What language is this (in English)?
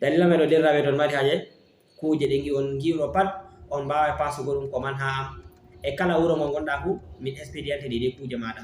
Fula